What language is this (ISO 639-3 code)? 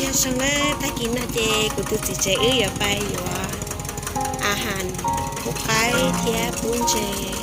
hmn